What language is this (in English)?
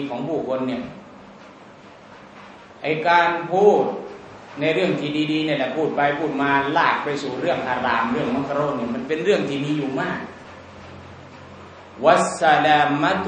Thai